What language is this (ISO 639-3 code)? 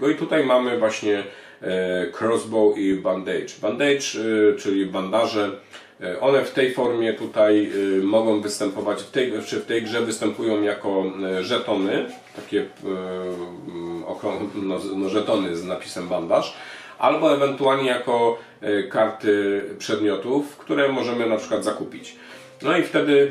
pol